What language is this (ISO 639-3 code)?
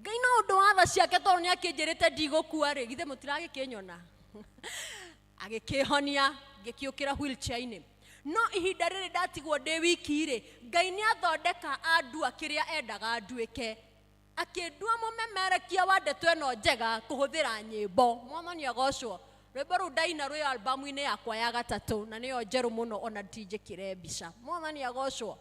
kik